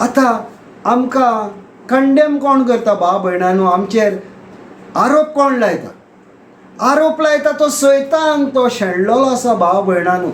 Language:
Konkani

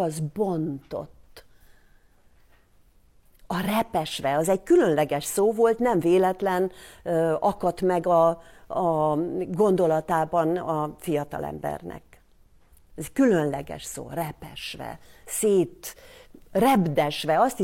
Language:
Hungarian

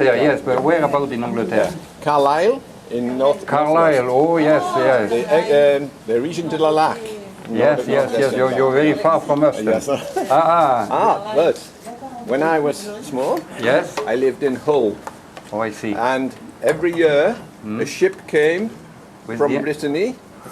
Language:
Breton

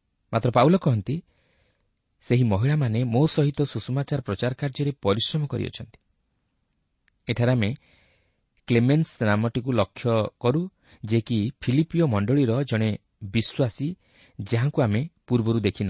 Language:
Odia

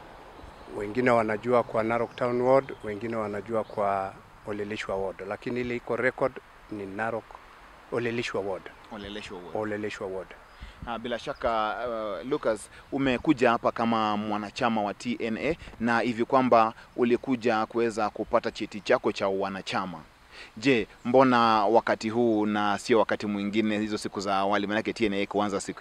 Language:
Swahili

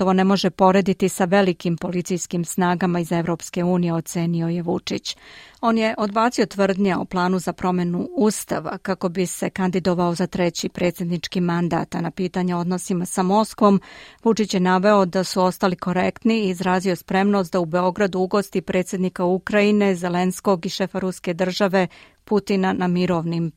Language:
Serbian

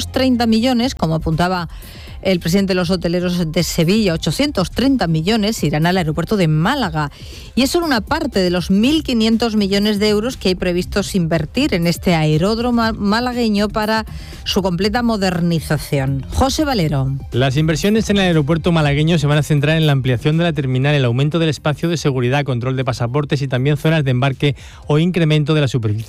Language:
Spanish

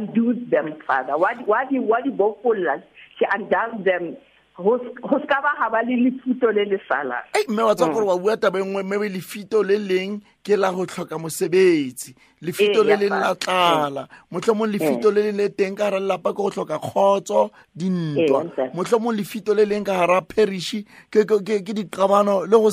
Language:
Southern Sotho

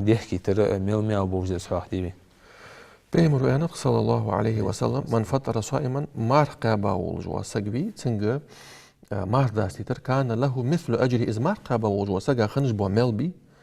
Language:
Ingush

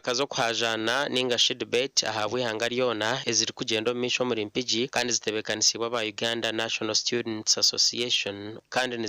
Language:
Nyankole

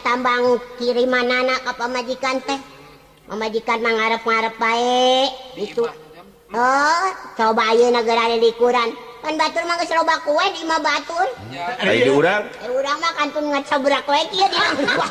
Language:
Sundanese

